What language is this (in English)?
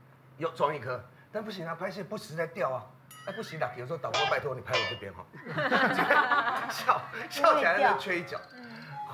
Chinese